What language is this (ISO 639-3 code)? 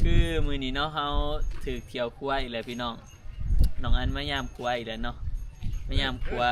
lao